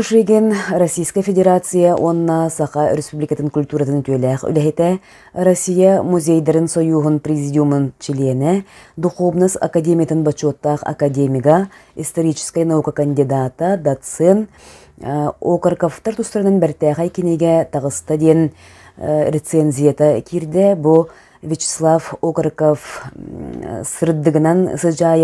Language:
Yakut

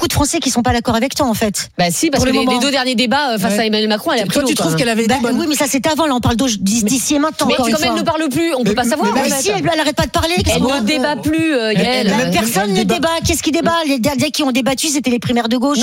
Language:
French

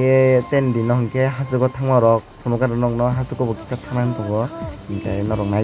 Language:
Kok Borok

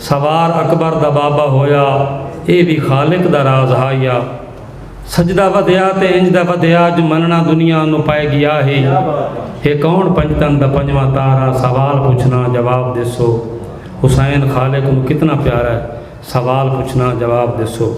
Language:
Saraiki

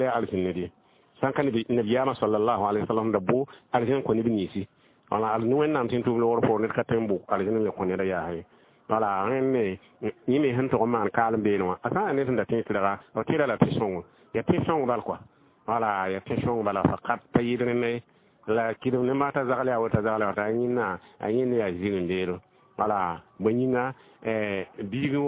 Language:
Mossi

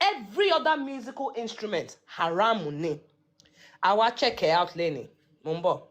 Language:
Yoruba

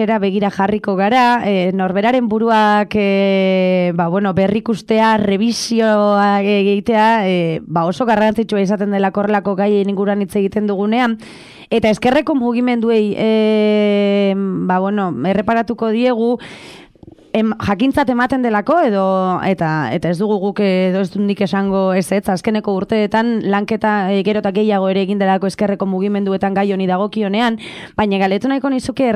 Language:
Basque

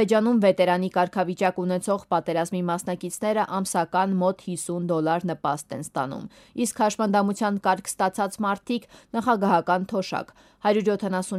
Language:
Armenian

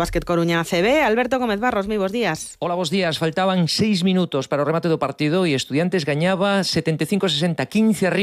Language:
Galician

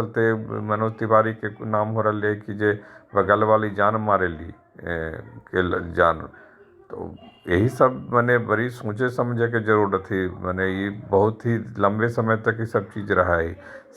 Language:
Magahi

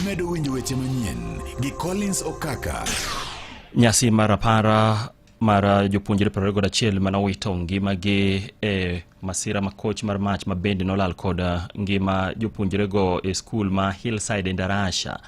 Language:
Luo (Kenya and Tanzania)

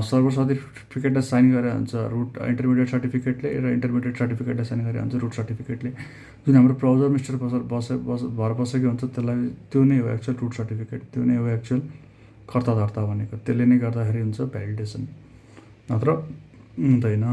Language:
Nepali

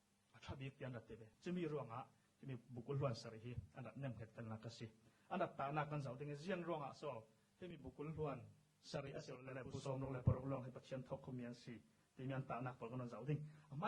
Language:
Falam Chin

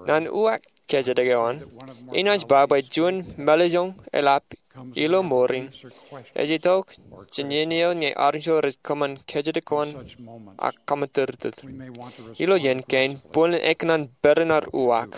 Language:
Marshallese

